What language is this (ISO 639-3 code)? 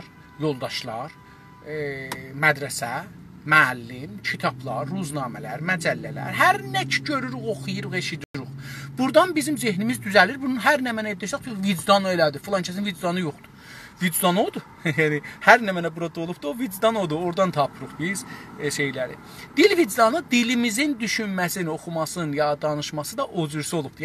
azb